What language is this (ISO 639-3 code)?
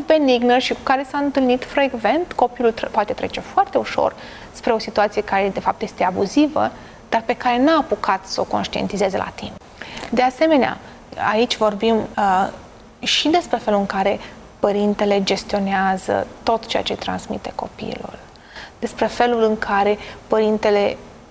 ron